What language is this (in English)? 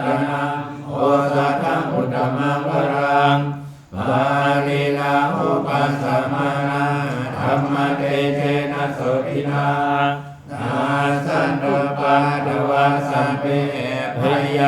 Pali